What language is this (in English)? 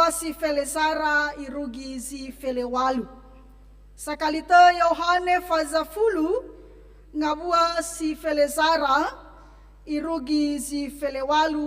Nias